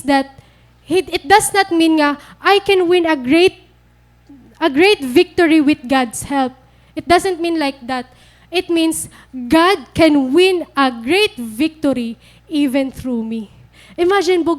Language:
Waray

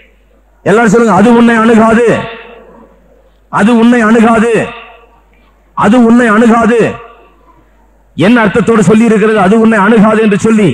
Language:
Tamil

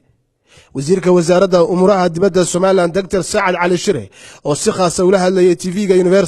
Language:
Somali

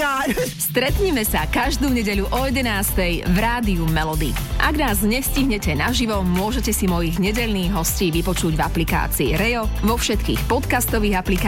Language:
Slovak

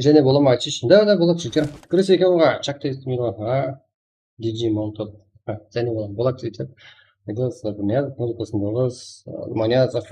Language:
Kara-Kalpak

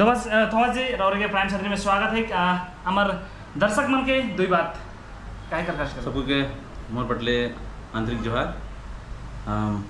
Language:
Sadri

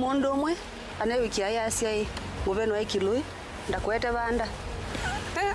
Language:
Kamba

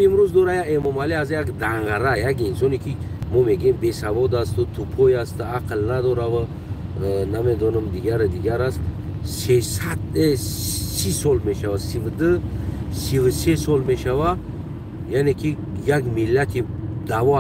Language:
Tajik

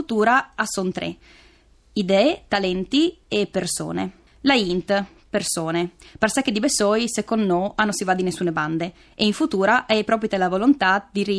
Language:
Friulian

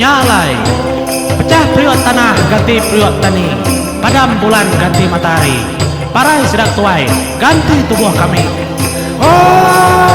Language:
Iban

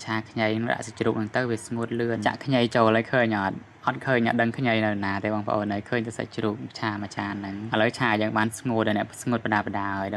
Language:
Khmer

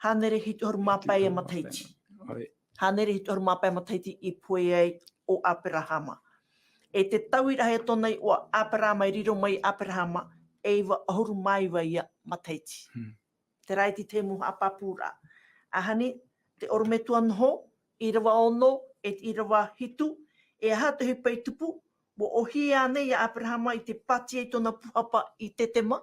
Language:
Tahitian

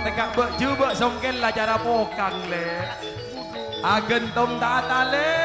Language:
Madurese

